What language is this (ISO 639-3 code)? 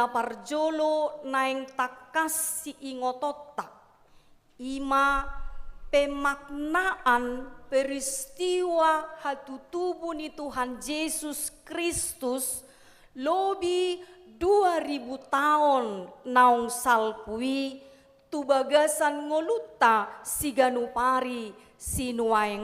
bbc